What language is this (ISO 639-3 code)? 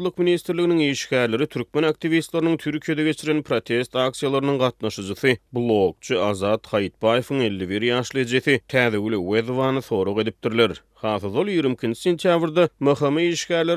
tuk